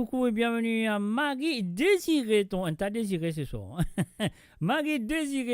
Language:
Morisyen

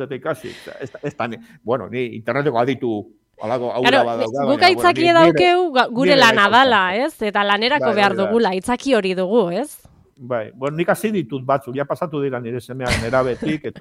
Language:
Basque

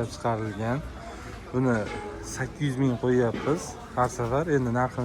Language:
Uzbek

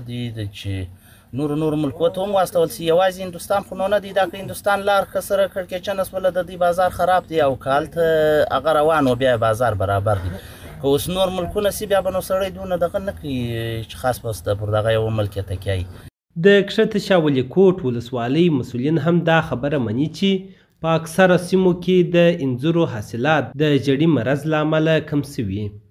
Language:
Pashto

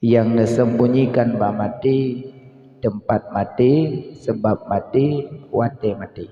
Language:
Achinese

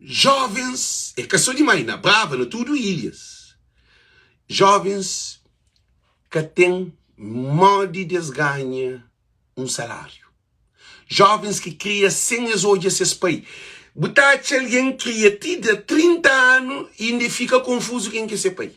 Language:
Kabuverdianu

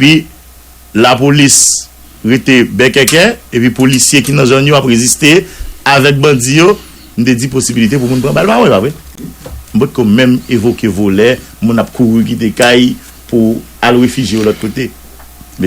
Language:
Haitian Creole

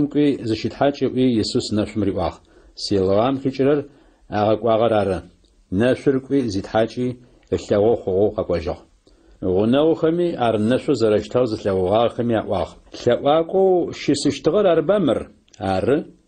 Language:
Adyghe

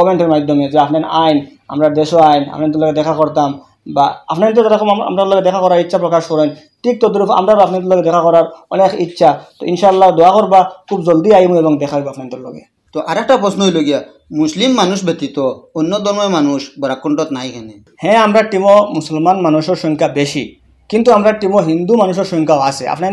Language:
Sylheti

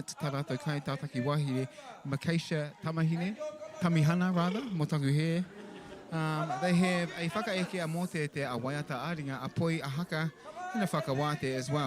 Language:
Māori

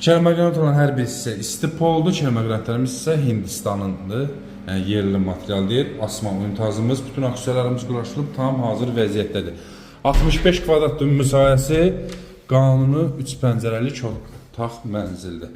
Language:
Azerbaijani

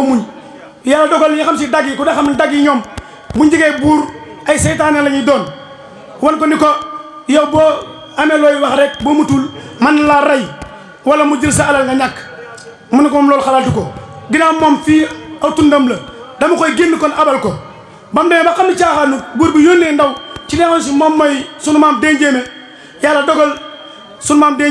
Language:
Wolof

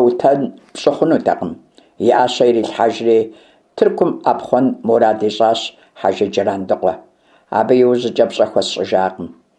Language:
Kabardian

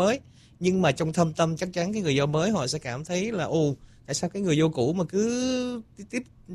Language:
Vietnamese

